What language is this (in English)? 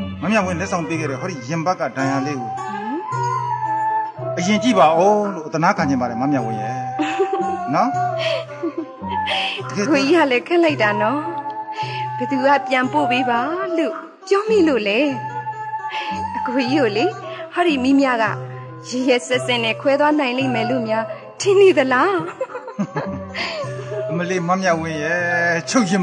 Burmese